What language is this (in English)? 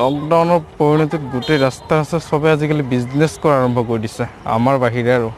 Assamese